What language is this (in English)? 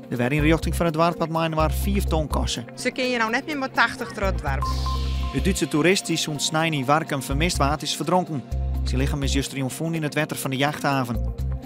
Western Frisian